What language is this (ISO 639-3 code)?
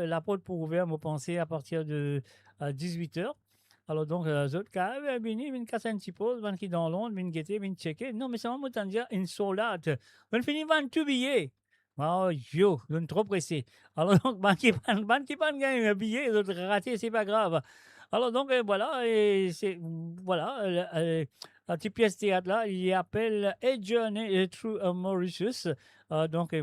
mfe